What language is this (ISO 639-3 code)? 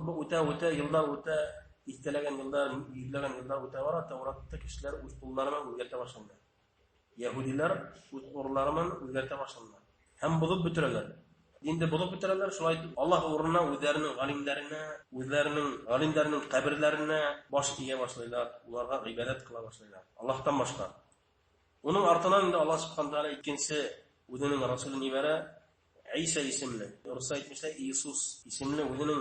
bak